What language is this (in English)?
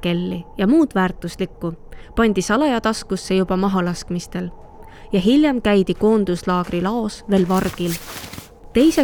Estonian